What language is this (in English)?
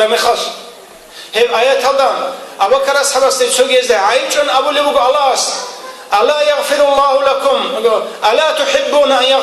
Avaric